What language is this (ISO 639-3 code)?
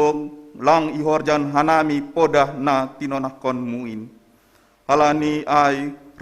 bts